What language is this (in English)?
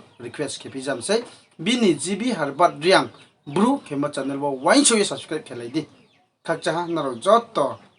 Riang (India)